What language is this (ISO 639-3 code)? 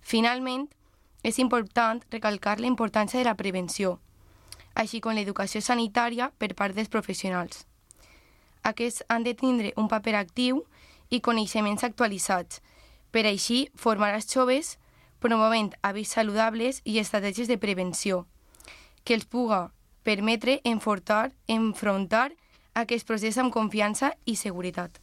cat